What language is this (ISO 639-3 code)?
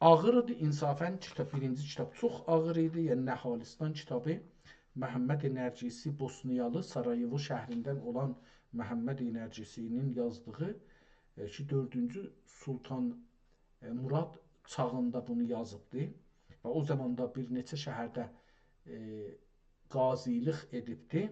azb